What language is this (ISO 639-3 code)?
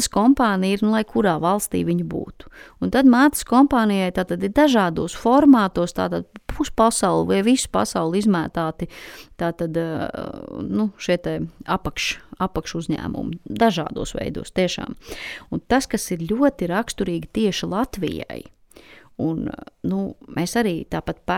lav